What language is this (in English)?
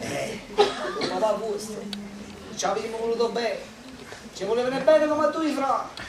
Neapolitan